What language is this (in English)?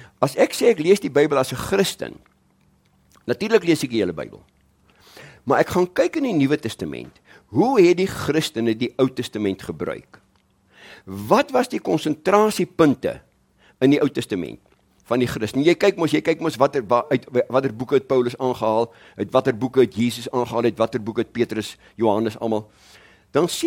Afrikaans